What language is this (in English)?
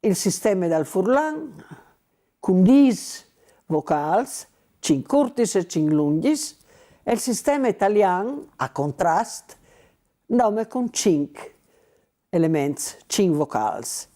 Friulian